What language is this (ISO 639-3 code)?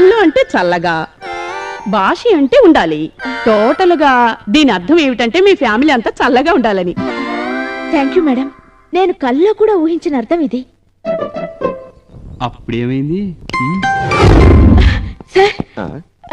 tel